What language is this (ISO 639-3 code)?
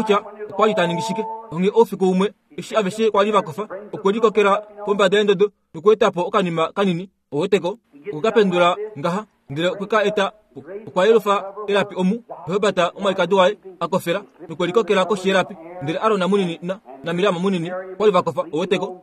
kua